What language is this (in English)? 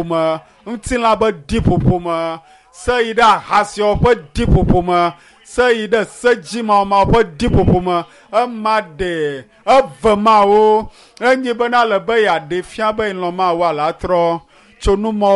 Ewe